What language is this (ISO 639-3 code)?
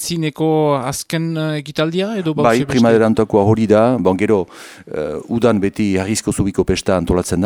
eus